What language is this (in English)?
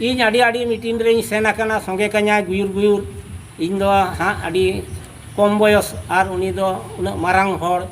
Santali